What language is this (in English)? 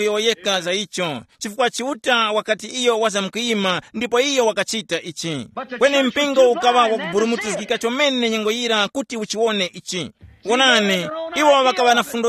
Tumbuka